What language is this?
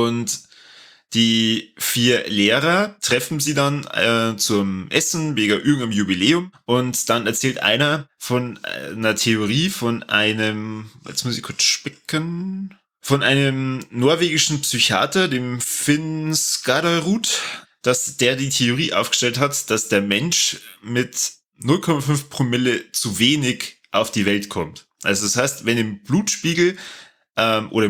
German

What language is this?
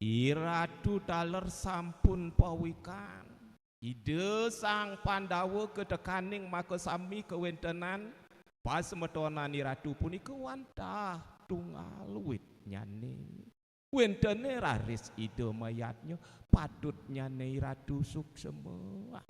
Balinese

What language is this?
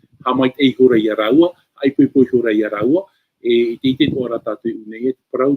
Tahitian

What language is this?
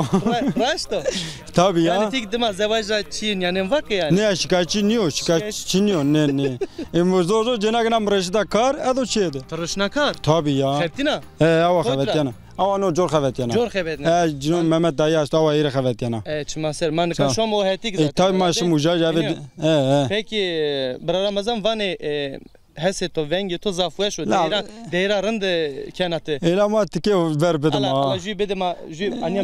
Zaza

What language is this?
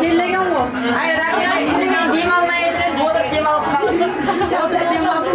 Kara-Kalpak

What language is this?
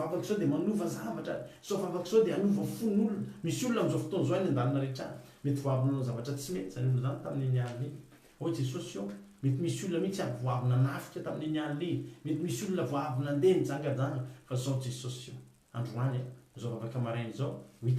Malagasy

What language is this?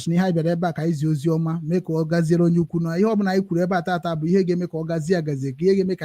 Igbo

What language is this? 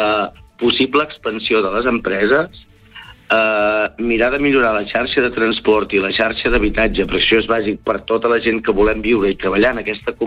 Catalan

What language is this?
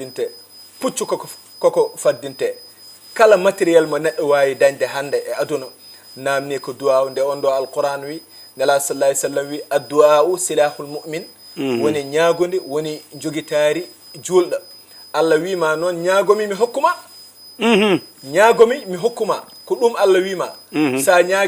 Fula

